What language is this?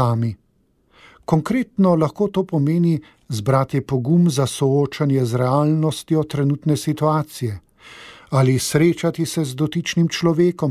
Slovenian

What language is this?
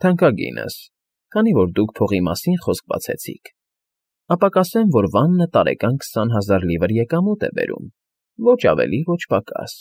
Armenian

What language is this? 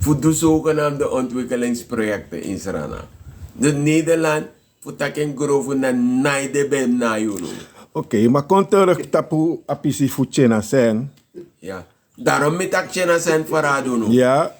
Sranan Tongo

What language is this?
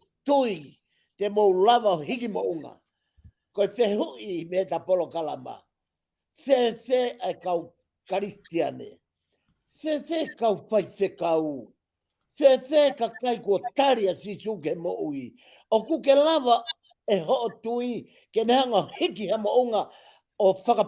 Tongan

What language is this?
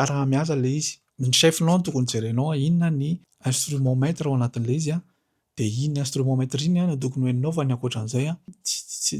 Malagasy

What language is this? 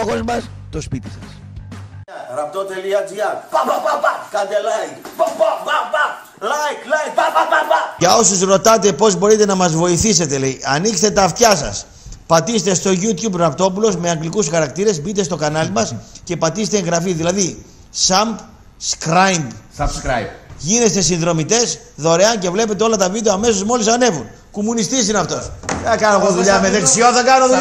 Greek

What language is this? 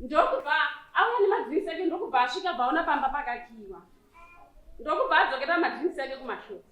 Shona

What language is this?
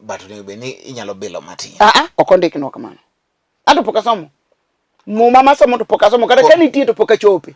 Luo (Kenya and Tanzania)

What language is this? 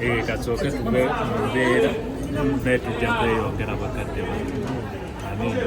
Ganda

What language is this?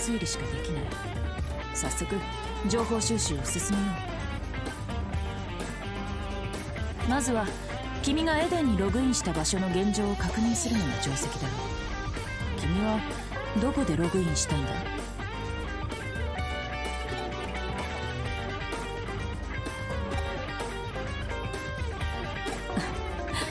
Japanese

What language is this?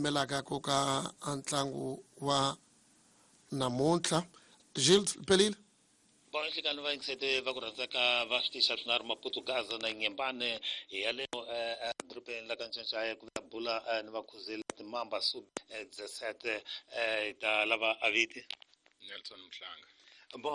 Tsonga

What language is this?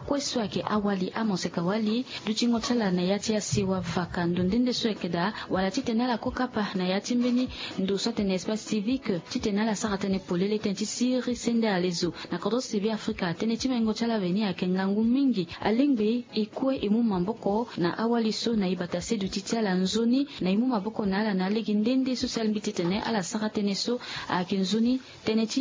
Sango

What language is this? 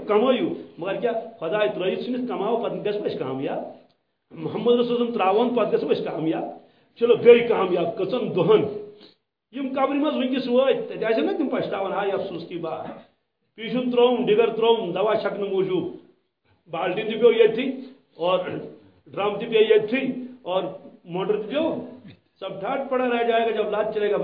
Kashmiri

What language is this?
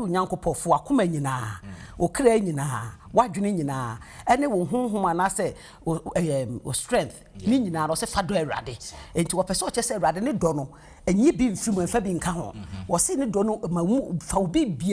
Akan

